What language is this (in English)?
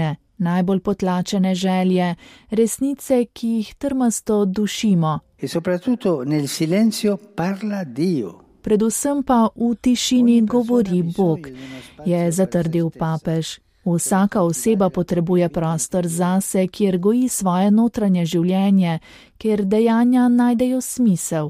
Slovenian